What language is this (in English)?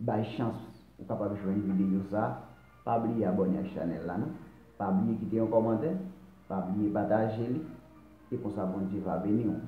Haitian Creole